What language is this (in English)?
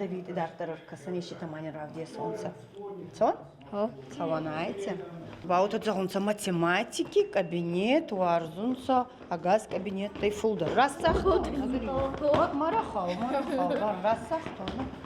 Ossetic